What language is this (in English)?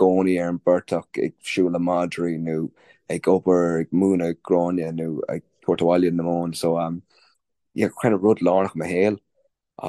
Irish